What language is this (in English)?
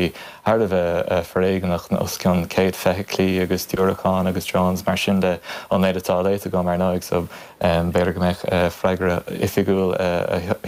Irish